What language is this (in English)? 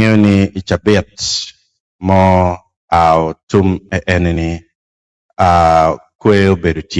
Acoli